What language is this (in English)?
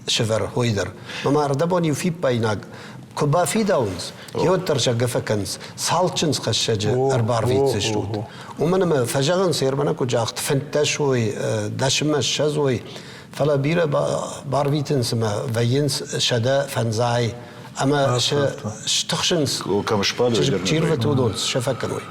Ossetic